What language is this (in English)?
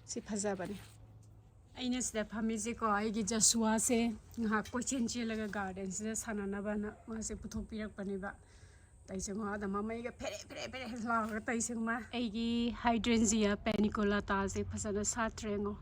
Manipuri